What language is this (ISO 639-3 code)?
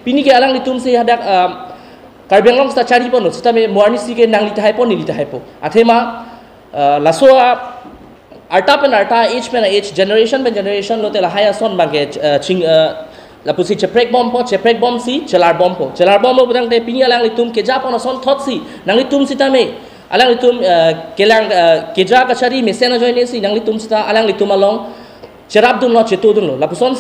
mjw